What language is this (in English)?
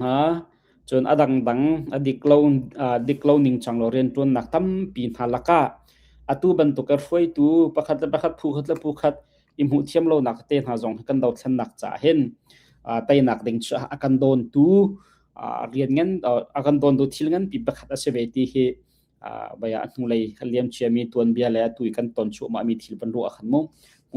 Hakha Chin